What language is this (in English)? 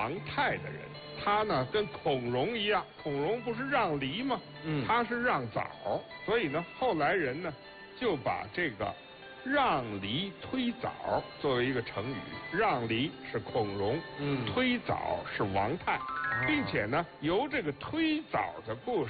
Chinese